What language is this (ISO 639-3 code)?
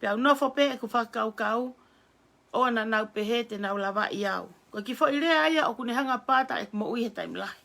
ton